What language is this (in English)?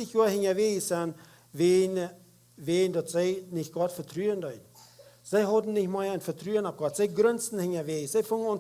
Plautdietsch